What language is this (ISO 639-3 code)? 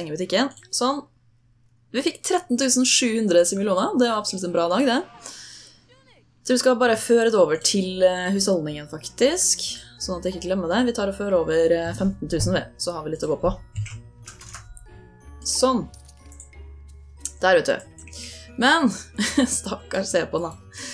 nor